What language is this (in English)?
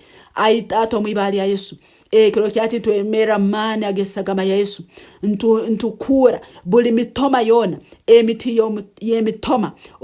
Nyankole